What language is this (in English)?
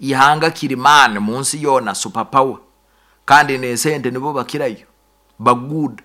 Nyoro